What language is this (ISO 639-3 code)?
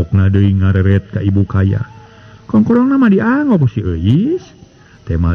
sun